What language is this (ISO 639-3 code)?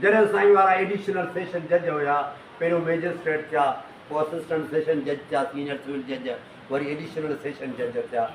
snd